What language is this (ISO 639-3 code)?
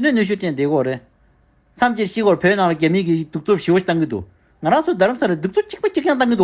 bod